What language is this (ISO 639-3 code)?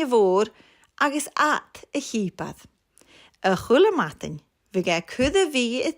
gla